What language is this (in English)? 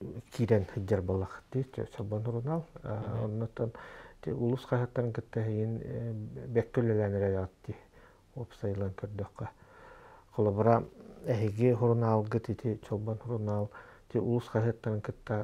Yakut